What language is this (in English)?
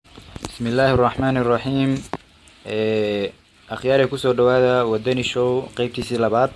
Somali